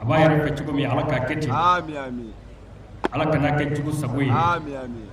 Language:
Bambara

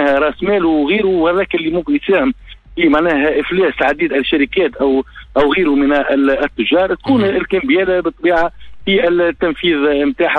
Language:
Tunisian Arabic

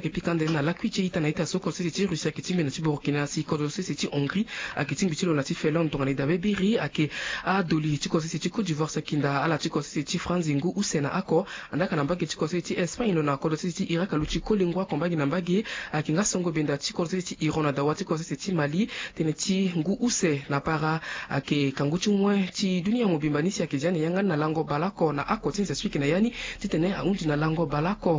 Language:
Sango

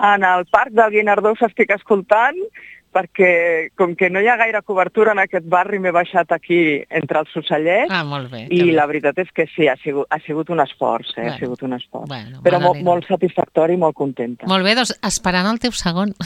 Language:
Catalan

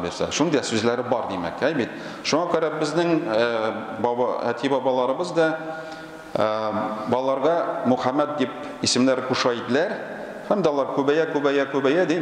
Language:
Tatar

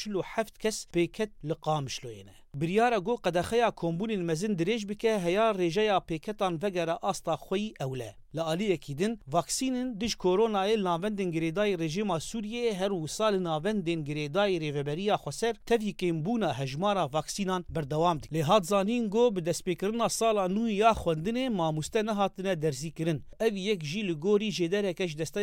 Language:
Kurdish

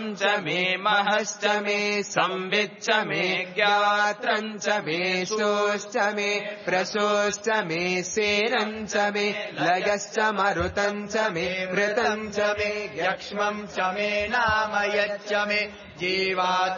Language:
Sanskrit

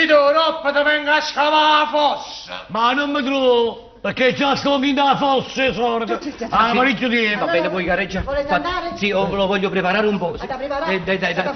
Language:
Neapolitan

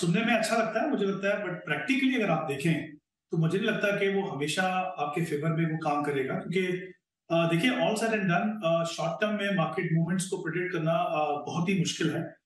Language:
Hindi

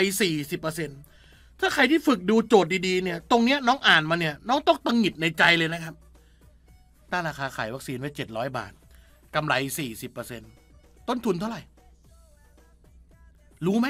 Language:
Thai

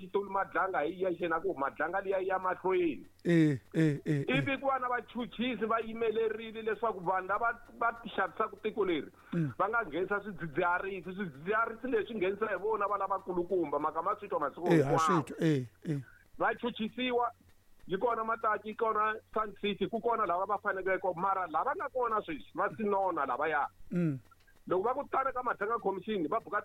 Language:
Tsonga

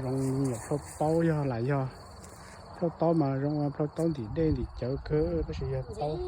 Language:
Hmong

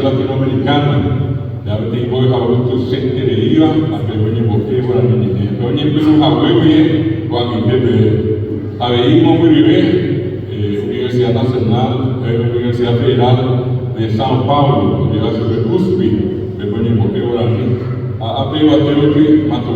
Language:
Guarani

